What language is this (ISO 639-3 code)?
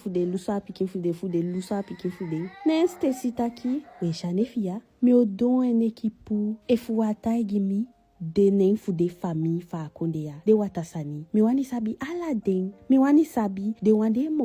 djk